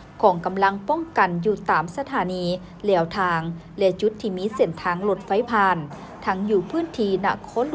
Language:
Lao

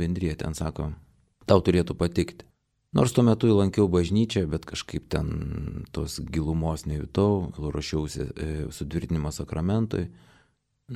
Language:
Lithuanian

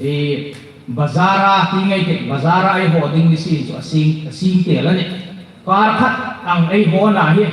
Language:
Hmar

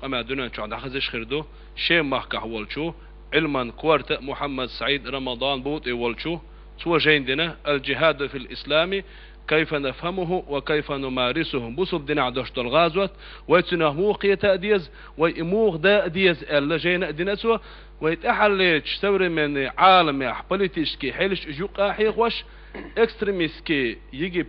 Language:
Chechen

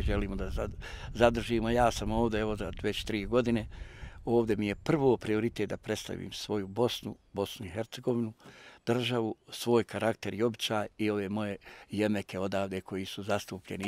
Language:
Bosnian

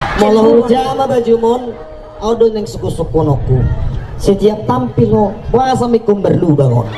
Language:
Batak Toba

